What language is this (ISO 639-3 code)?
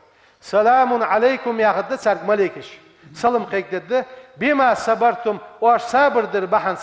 inh